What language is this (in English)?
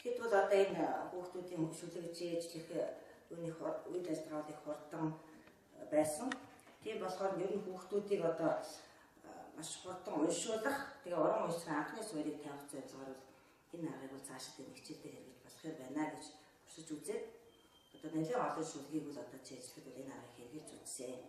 Mongolian